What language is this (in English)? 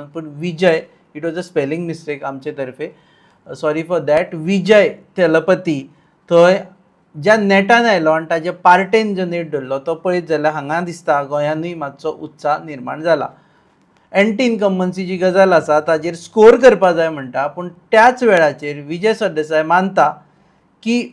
Konkani